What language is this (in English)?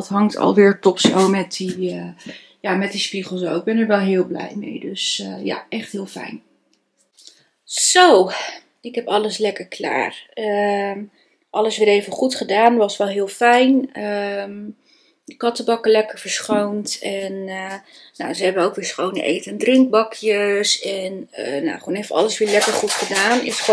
Dutch